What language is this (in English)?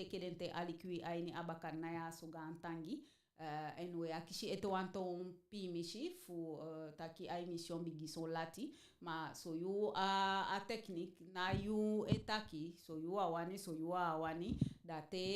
Eastern Maroon Creole